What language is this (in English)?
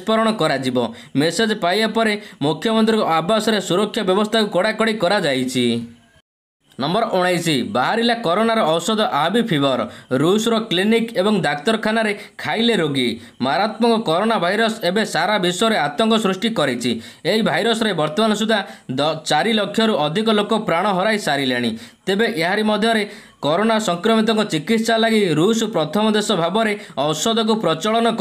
Odia